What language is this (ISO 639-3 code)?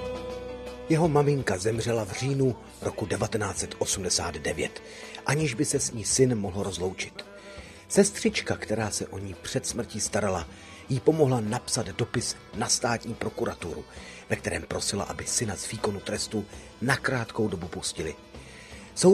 ces